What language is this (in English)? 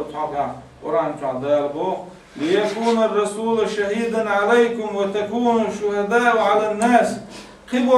Chechen